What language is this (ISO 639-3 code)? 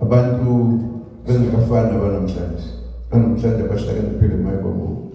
zul